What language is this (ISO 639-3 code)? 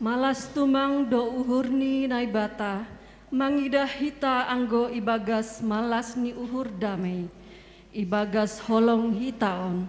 bts